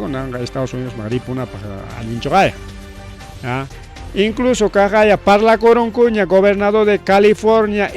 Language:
Ayacucho Quechua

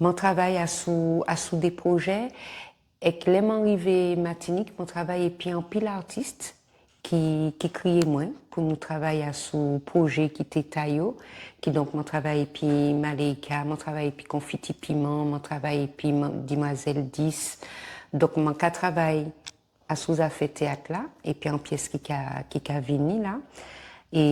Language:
Guadeloupean Creole French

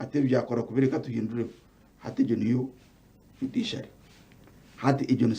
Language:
Nyankole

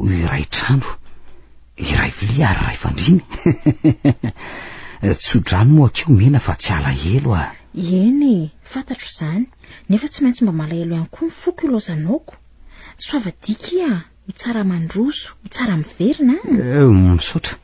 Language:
Malagasy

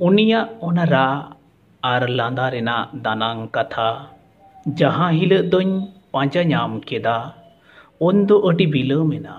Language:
Santali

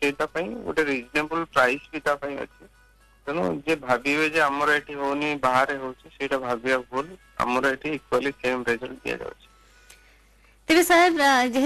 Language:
Odia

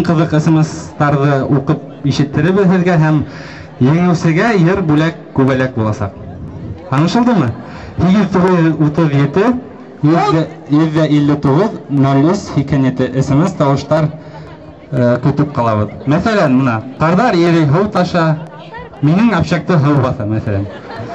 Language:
Bashkir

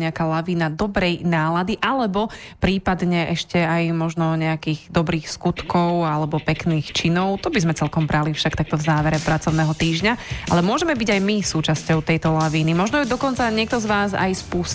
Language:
Slovak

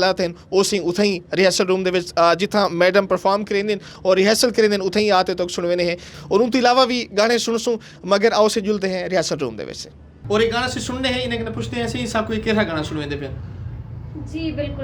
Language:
Saraiki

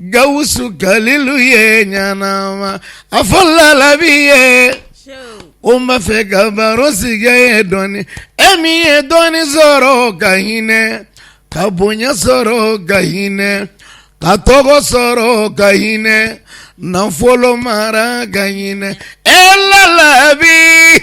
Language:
Bambara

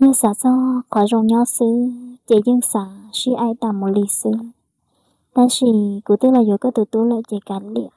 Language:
Hmong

